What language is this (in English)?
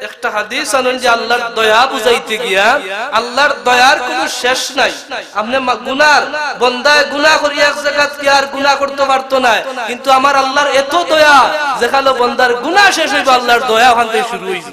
Sylheti